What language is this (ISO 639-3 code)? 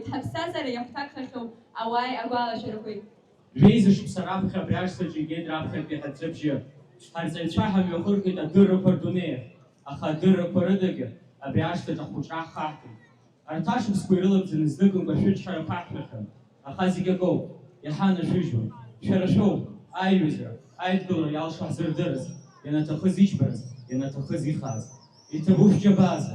abk